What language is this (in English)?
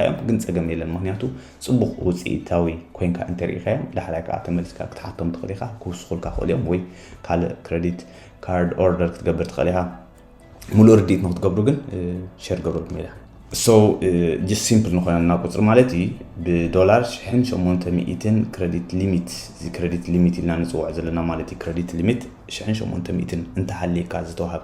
Tigrinya